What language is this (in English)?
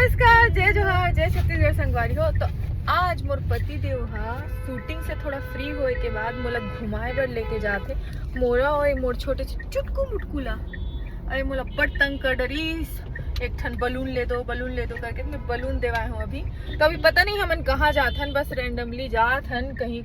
Chhattisgarhi